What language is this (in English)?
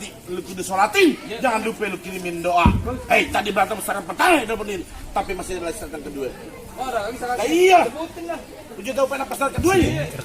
Betawi